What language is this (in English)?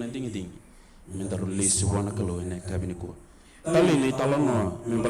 Fijian